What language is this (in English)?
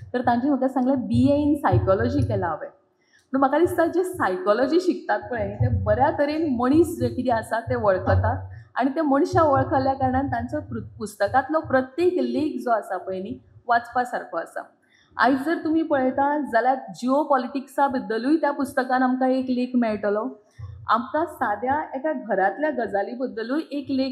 Konkani